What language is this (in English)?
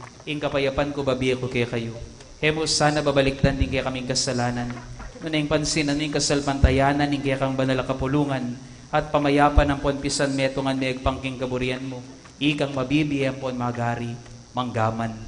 Pampanga